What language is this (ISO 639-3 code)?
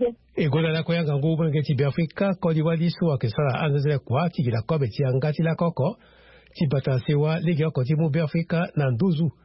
sag